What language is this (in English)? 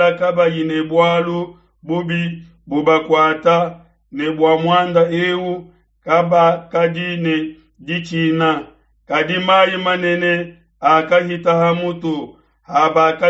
Luba-Lulua